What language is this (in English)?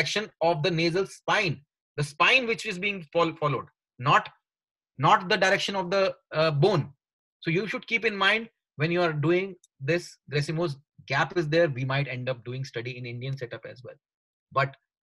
English